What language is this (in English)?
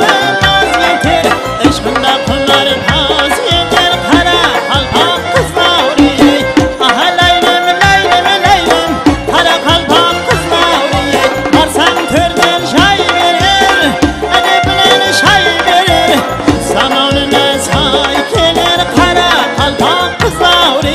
Kara-Kalpak